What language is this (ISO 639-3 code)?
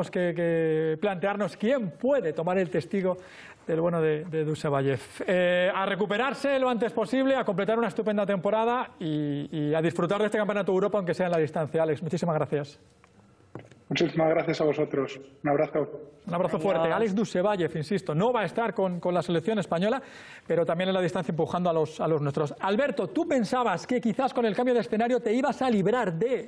spa